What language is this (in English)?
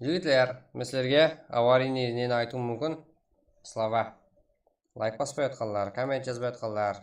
Kara-Kalpak